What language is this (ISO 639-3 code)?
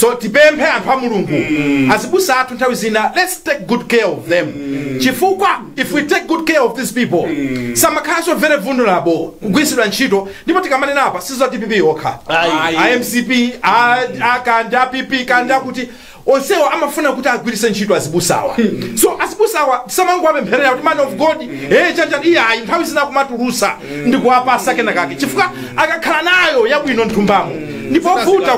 nya